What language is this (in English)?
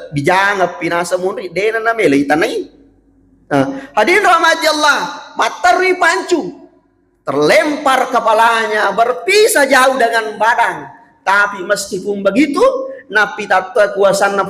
Buginese